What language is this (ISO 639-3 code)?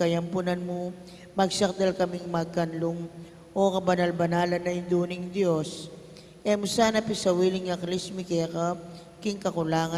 pam